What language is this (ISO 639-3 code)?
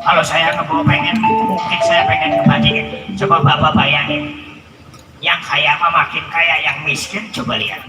bew